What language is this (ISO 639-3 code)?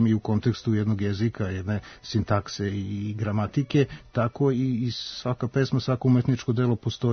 srp